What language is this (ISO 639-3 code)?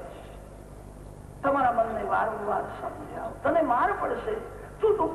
guj